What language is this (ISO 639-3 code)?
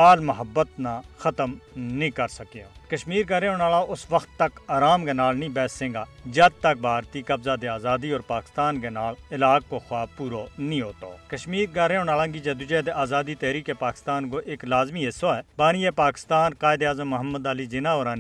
gju